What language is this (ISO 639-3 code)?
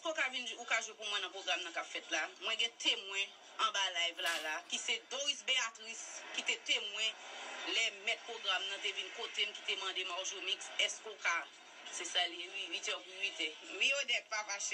hat